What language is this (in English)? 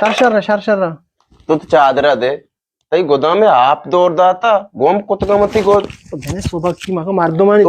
Eastern Balochi